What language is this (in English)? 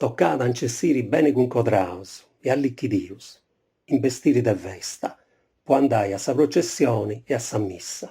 Sardinian